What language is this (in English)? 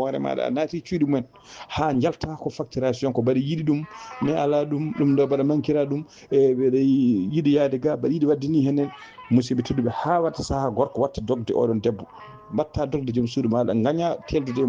Fula